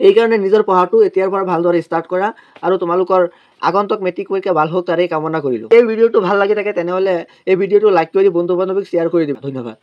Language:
Assamese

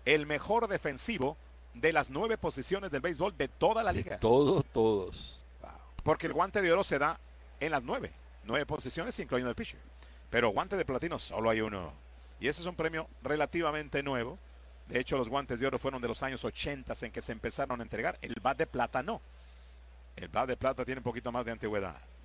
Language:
Spanish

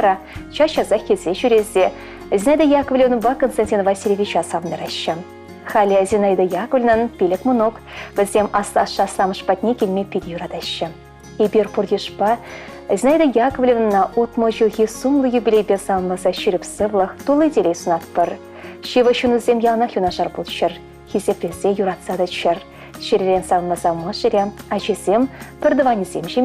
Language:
Chuvash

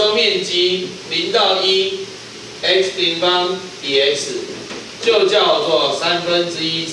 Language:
Chinese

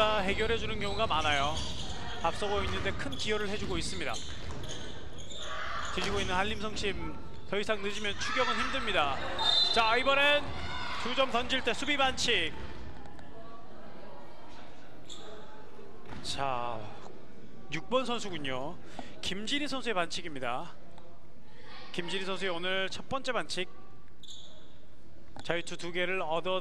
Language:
Korean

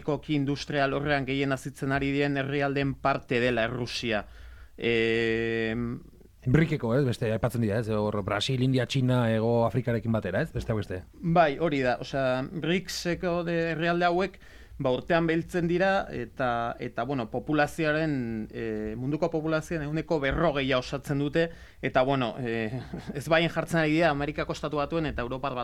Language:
Basque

